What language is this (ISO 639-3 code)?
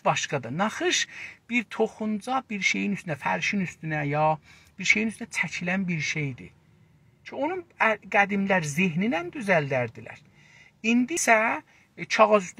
azb